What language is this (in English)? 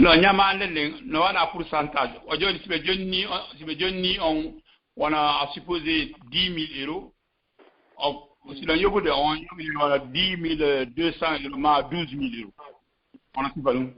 Fula